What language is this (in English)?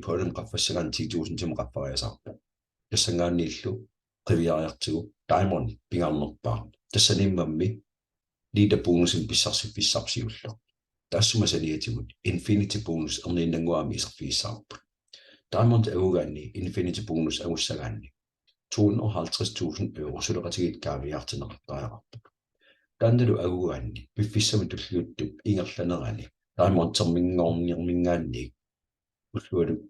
Kalaallisut